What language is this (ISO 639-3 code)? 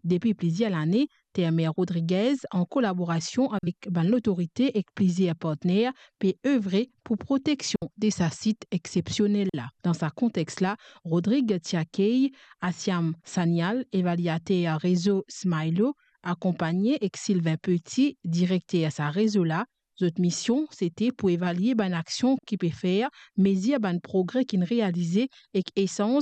mfe